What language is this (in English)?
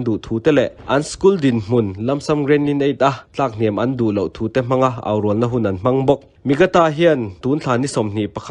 Mizo